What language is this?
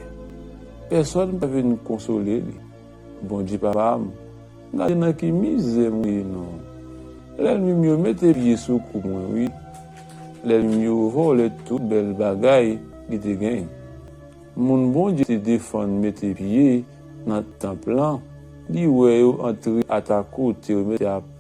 Haitian Creole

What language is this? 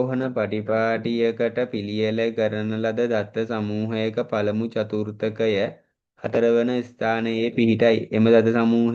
Sinhala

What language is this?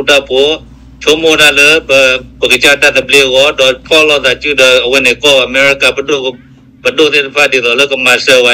S'gaw Karen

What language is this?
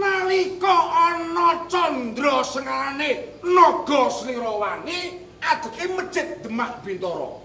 Javanese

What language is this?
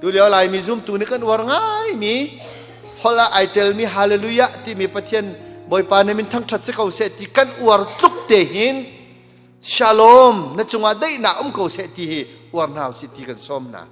Hakha Chin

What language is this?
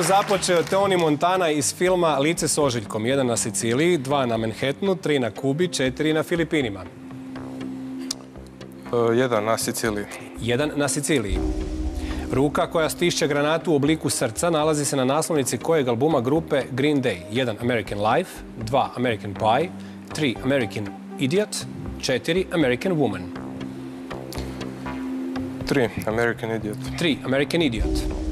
Croatian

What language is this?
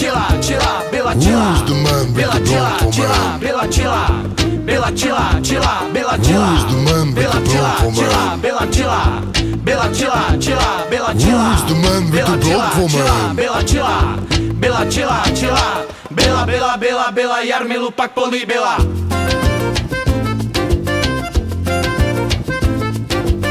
Czech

